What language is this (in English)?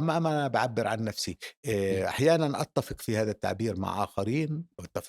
North Levantine Arabic